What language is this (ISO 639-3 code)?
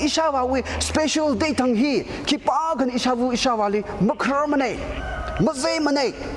nmf